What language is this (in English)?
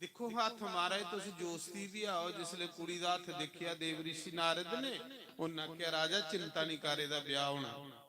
Dogri